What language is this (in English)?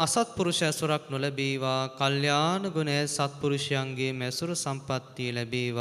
Sinhala